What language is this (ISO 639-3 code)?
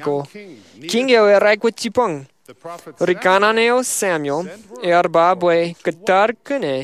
mah